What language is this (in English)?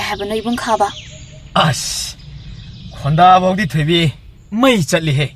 Manipuri